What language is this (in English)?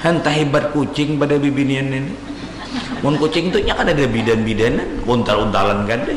Banjar